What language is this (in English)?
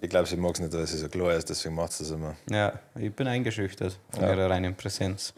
Bavarian